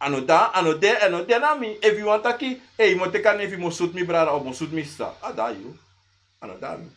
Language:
Sranan Tongo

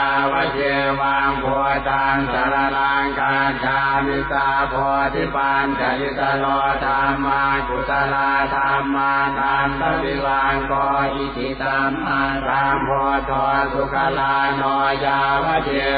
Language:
Pali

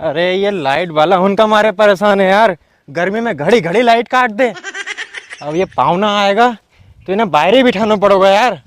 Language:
Rajasthani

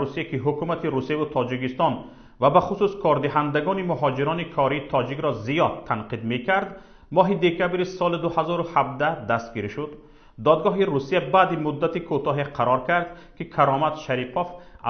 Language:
Tajik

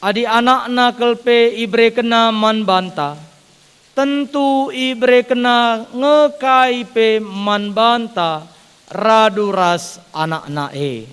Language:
Batak Karo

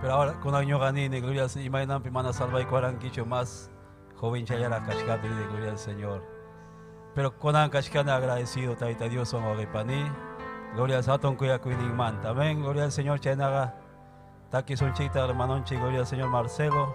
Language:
Ayacucho Quechua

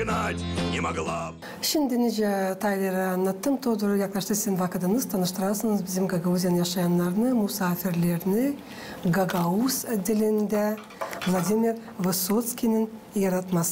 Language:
Gagauz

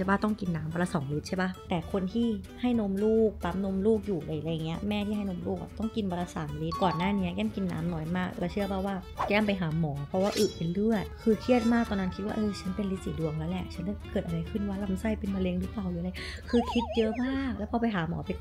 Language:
Thai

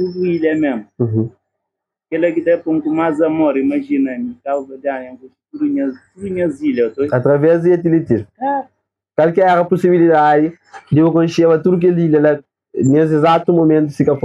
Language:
Kabuverdianu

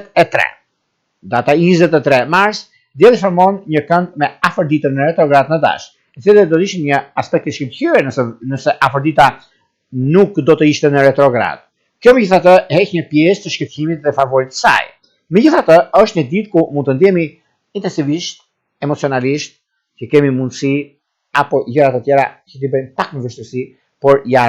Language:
Albanian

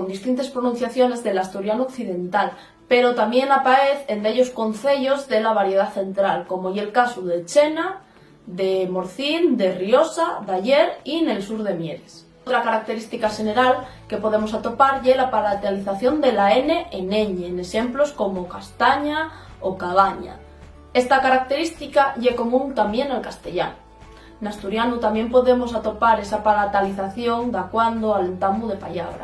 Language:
Asturian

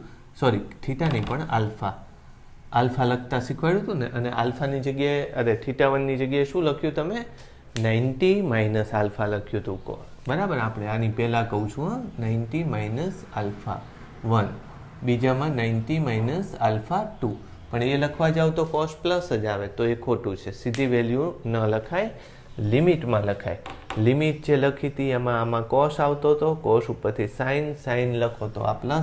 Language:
Gujarati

